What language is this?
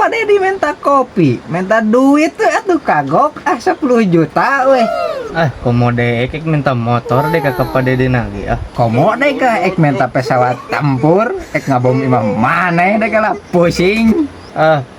Sundanese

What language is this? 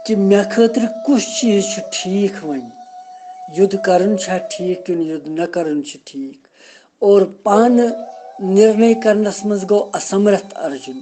Kashmiri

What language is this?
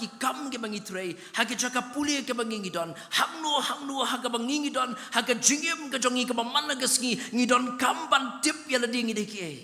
Khasi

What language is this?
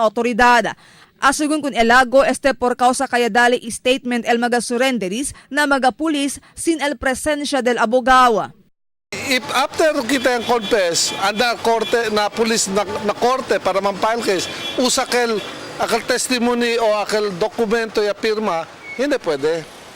Chavacano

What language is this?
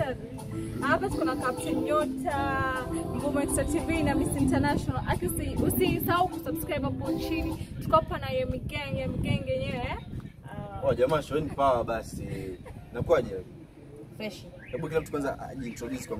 Swahili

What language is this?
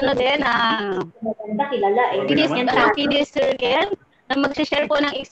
Filipino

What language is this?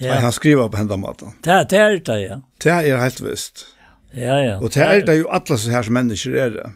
Faroese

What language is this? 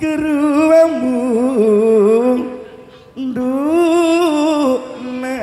Madurese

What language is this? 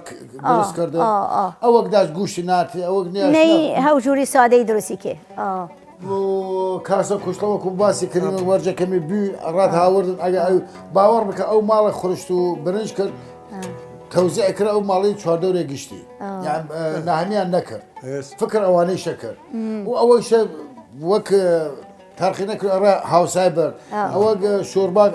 Southern Kurdish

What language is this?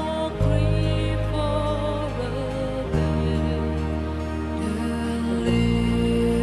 Batak Simalungun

